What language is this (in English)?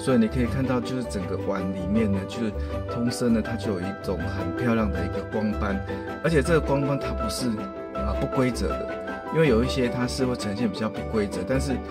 Chinese